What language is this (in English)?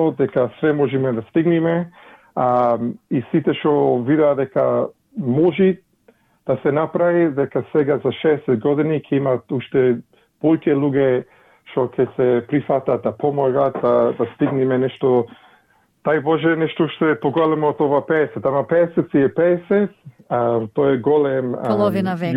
Macedonian